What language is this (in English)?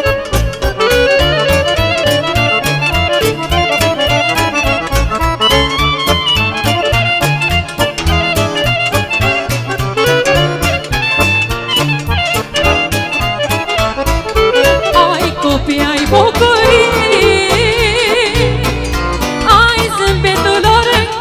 Romanian